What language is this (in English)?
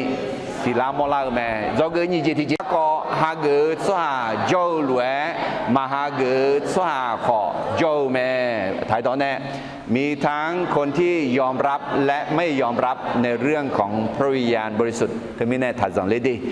Akha